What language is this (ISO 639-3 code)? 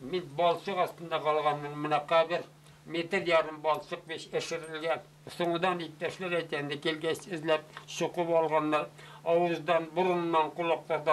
bak